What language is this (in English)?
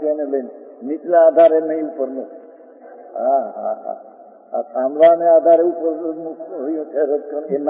Gujarati